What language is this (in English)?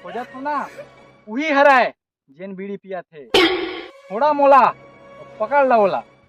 Chhattisgarhi